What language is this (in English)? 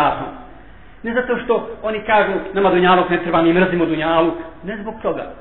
Bosnian